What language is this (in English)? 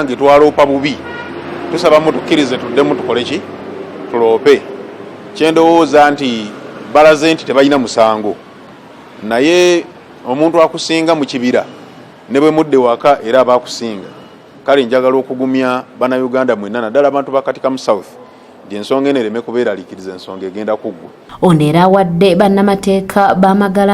Ganda